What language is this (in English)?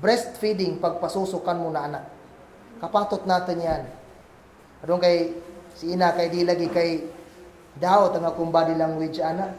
Kagan Kalagan